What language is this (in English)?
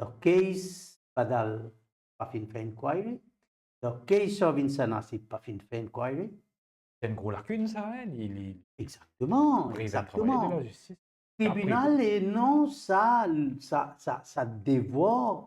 Morisyen